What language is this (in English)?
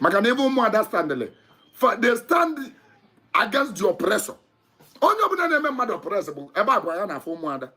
Igbo